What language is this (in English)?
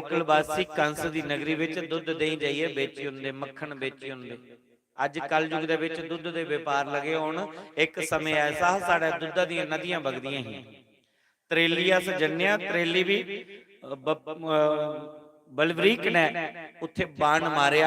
Dogri